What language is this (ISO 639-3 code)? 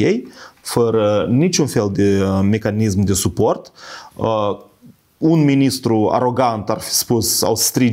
ron